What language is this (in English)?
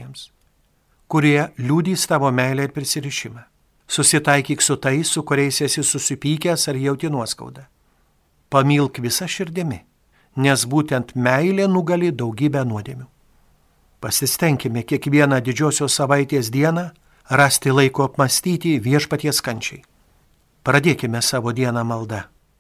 Lithuanian